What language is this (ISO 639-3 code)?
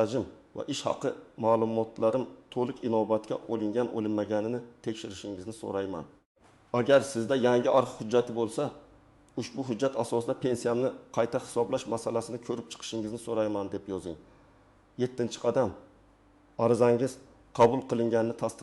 uzb